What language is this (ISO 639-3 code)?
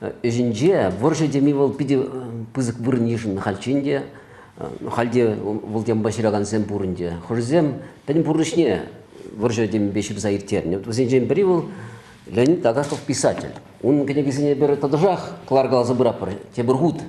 chv